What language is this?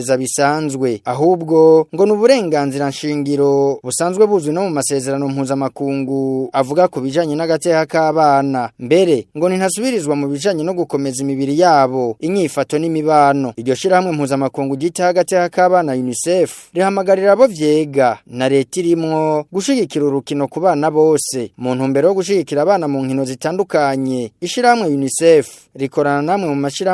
Rundi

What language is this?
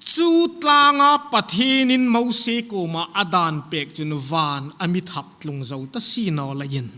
Hmar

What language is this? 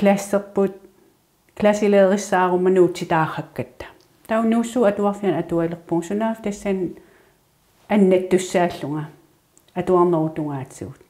Kalaallisut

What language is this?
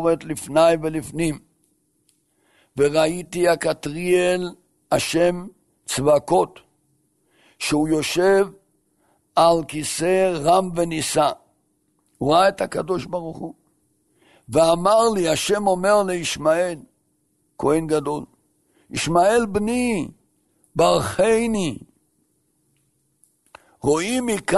Hebrew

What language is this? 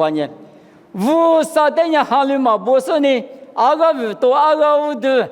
Lisu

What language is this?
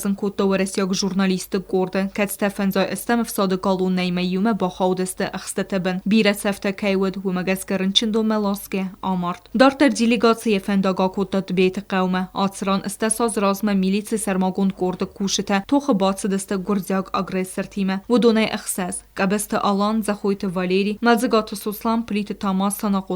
Ossetic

